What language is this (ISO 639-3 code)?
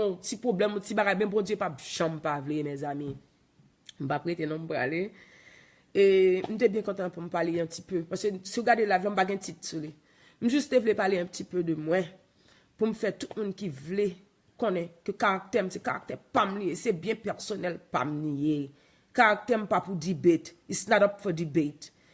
hat